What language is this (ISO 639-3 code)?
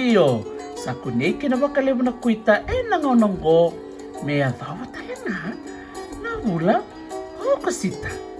fij